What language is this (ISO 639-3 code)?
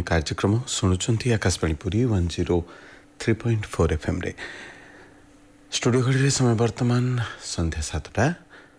ori